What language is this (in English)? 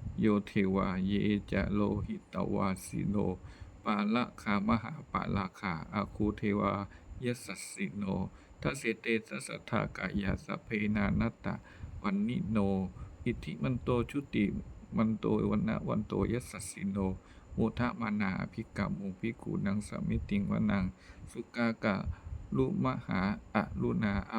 Pali